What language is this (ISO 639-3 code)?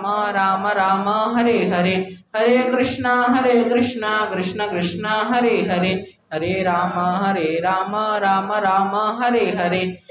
ori